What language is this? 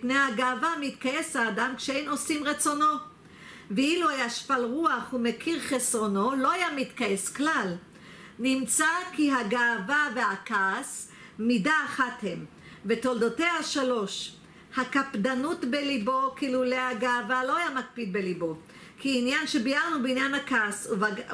Hebrew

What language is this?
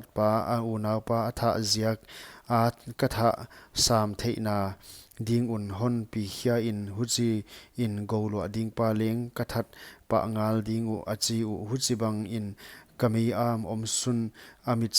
Paite Chin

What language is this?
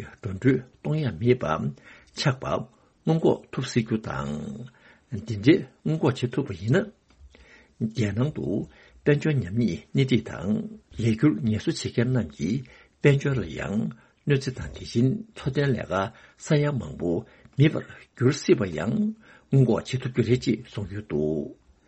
Tibetan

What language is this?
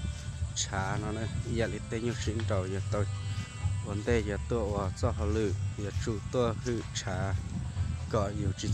Hmong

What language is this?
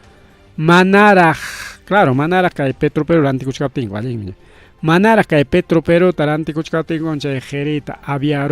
Ayacucho Quechua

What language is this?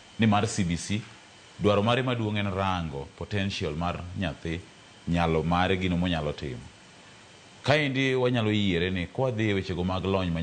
Luo (Kenya and Tanzania)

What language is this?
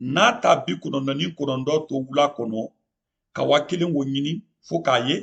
Mandingo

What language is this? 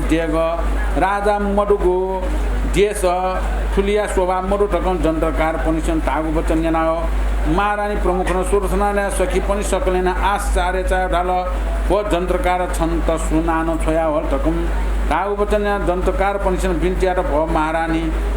Newari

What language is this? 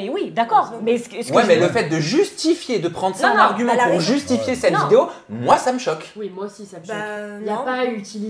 French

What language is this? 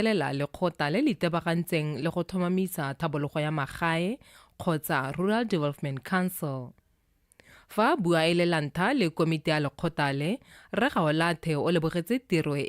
Tswana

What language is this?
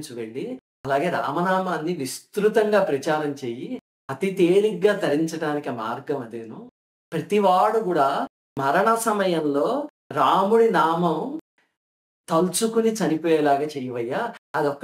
Telugu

